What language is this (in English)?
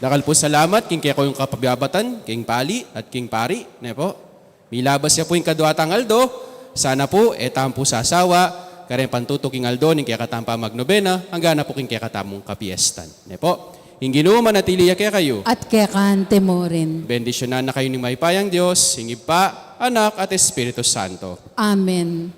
Pampanga